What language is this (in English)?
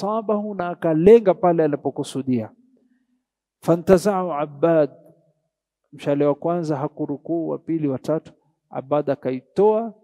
Swahili